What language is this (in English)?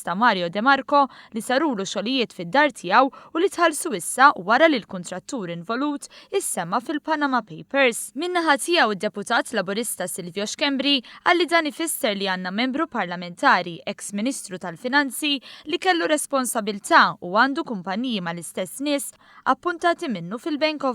Maltese